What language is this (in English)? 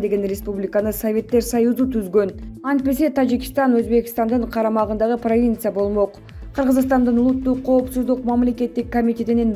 Kyrgyz